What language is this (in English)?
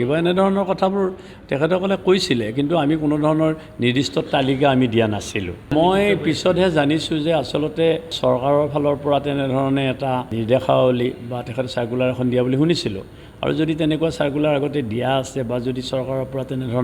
Assamese